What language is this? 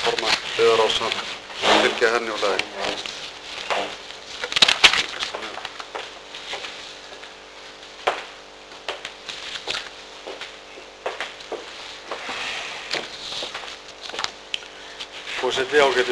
Icelandic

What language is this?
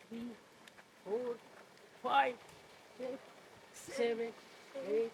Santali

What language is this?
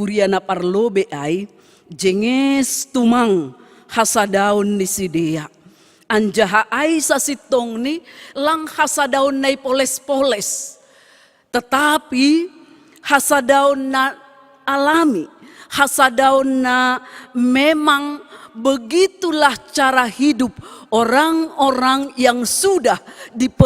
Batak Simalungun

